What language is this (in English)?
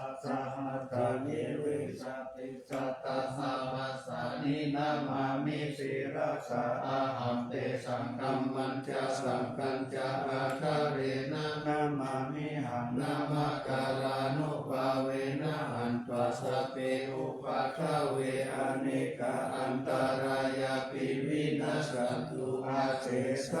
Pali